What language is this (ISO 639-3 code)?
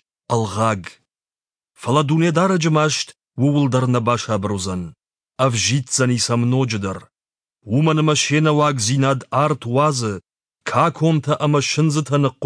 oss